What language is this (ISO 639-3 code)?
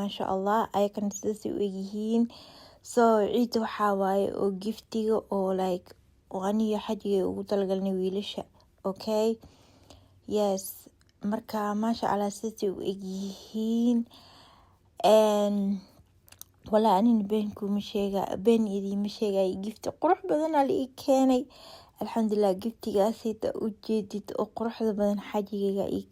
som